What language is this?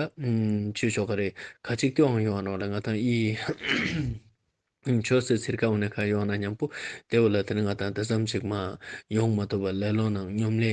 Ladakhi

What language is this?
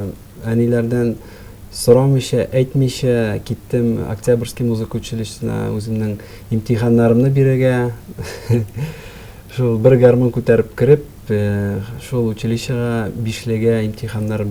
Tatar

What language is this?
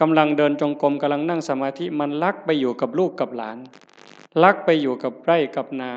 Northeastern Thai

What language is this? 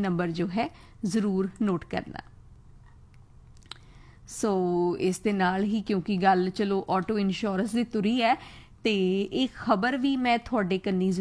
Punjabi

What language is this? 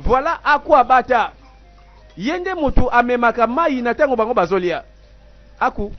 Lingala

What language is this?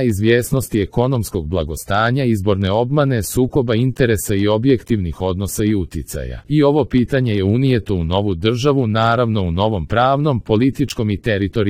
Serbian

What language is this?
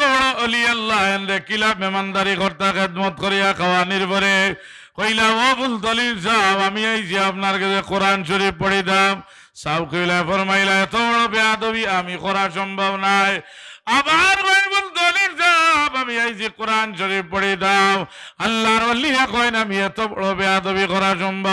Sylheti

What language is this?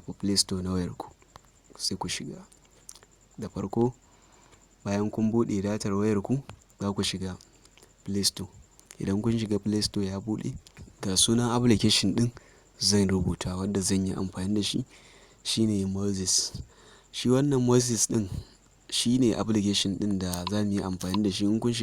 Hausa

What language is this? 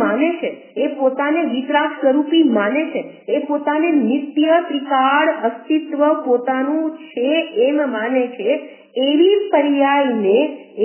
Gujarati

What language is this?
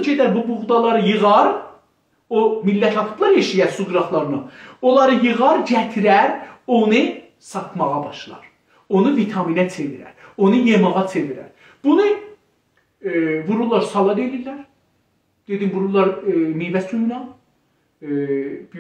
South Azerbaijani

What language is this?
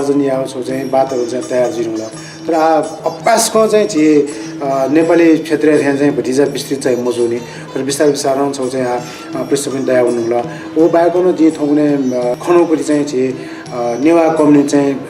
Newari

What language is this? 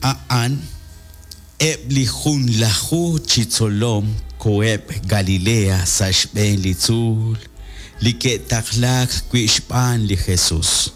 Kekchí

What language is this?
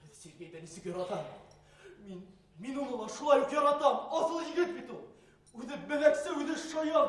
Bashkir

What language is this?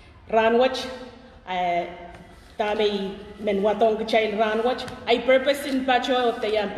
Pohnpeian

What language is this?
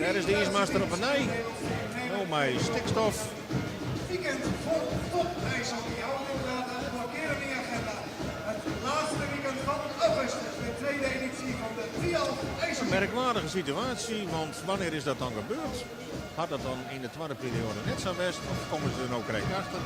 Western Frisian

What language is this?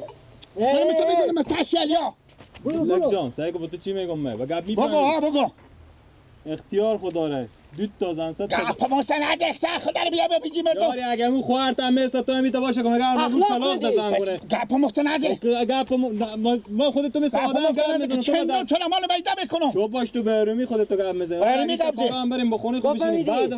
Persian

